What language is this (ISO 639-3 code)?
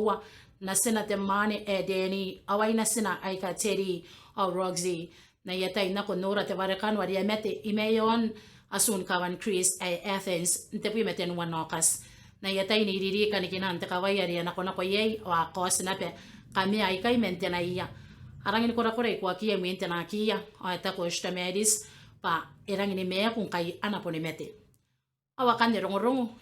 gil